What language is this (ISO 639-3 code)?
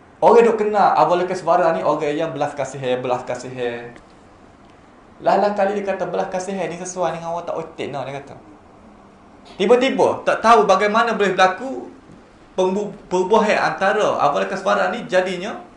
msa